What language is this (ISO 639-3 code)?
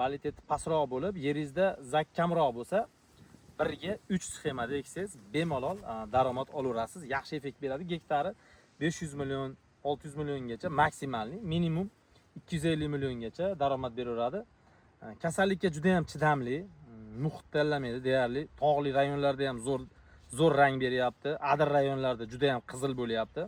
uzb